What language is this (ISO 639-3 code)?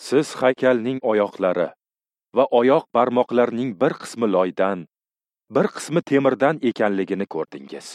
uzb